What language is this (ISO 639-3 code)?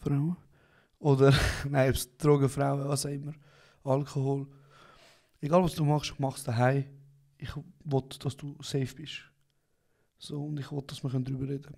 gsw